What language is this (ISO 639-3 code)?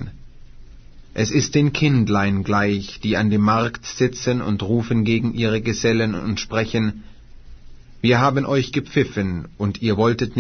deu